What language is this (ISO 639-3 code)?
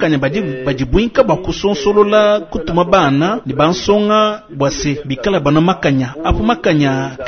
lua